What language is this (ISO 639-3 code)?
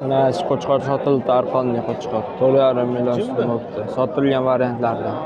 uzb